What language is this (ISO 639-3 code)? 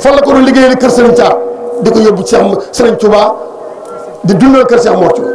wol